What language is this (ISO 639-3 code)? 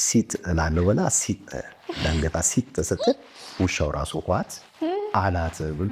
amh